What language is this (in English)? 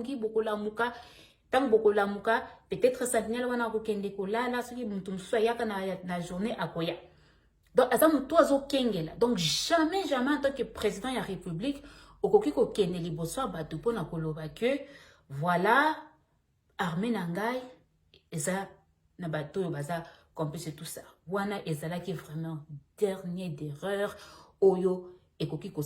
Lingala